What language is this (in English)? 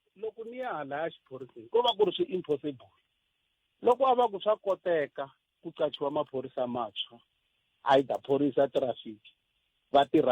Tsonga